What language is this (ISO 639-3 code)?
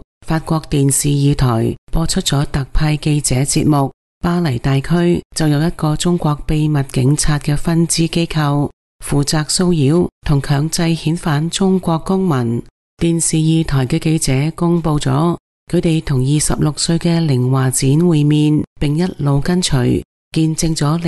yue